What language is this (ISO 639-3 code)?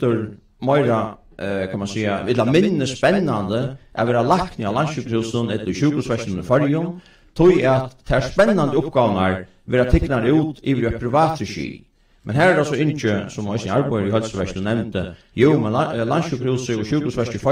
fao